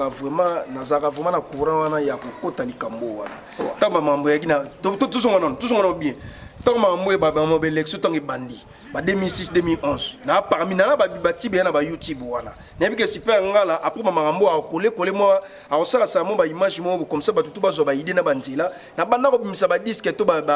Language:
Lingala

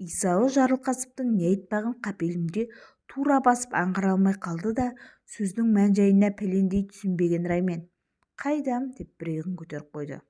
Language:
Kazakh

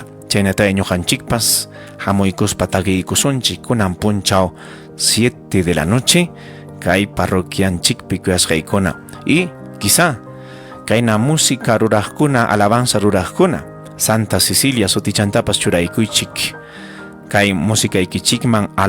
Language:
Ayacucho Quechua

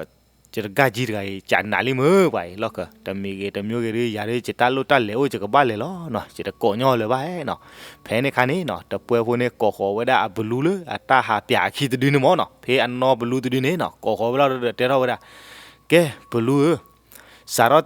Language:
S'gaw Karen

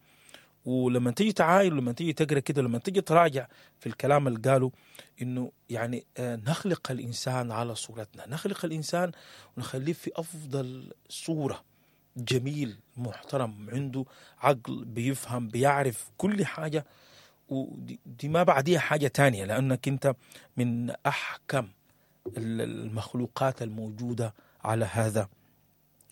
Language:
Sudanese Arabic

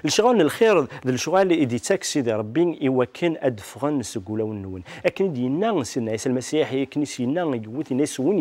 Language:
Kabyle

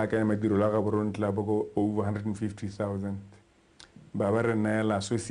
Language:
Tswana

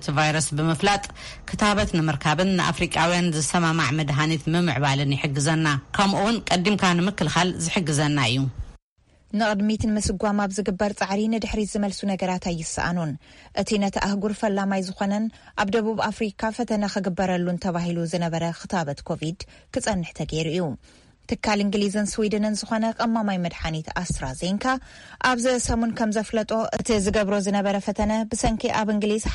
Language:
Tigrinya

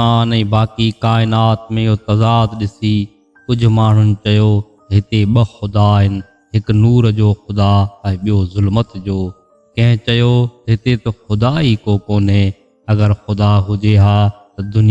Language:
Sindhi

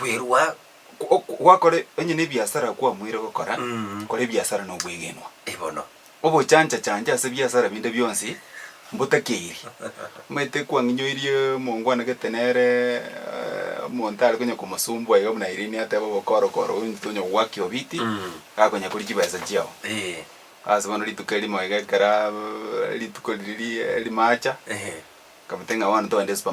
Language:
Gusii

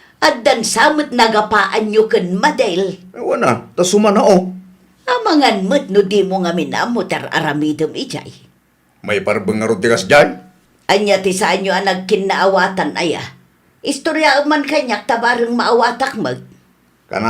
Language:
Iloko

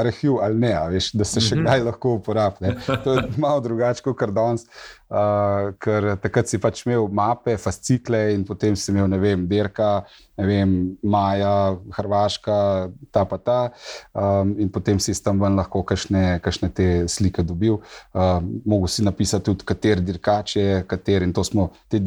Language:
Slovenian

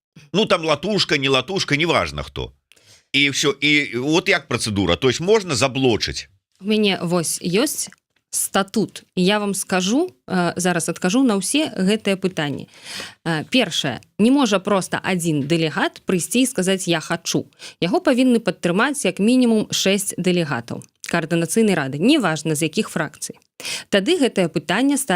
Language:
Belarusian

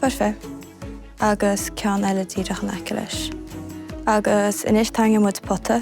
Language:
Irish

